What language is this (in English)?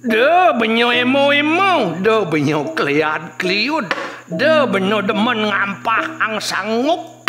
Balinese